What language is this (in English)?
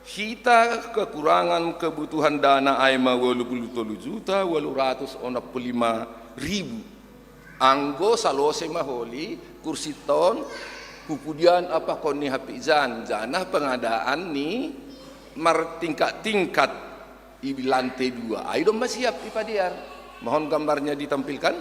Batak Simalungun